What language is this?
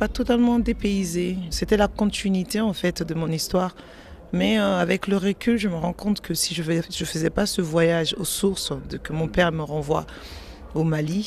French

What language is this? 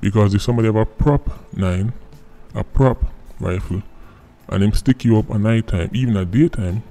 Jamaican Creole English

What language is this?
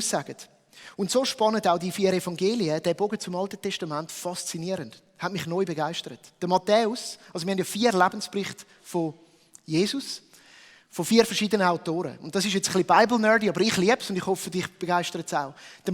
Swiss German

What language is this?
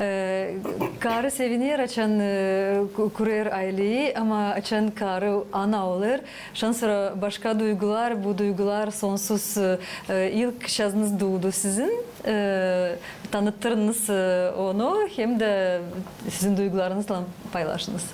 Gagauz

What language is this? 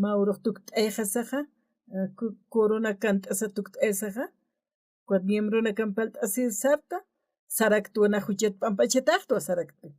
Aymara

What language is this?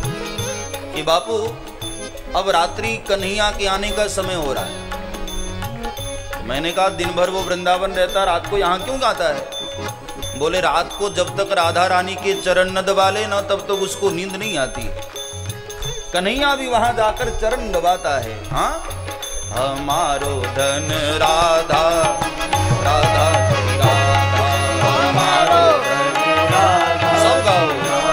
Hindi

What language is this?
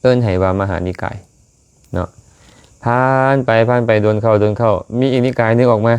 Lao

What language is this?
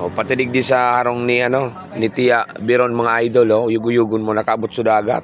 Bikol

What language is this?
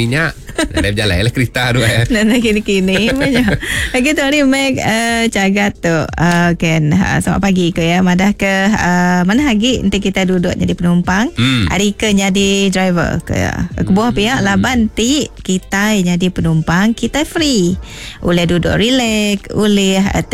Iban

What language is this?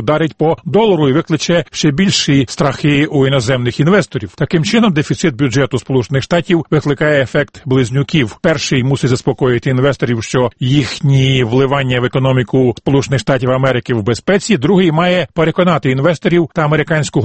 Ukrainian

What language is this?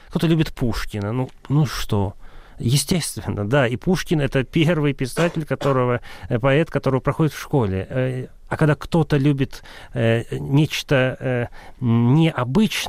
Russian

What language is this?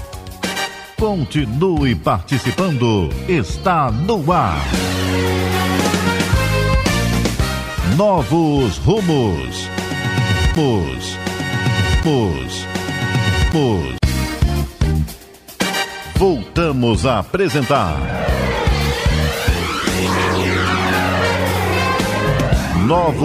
Portuguese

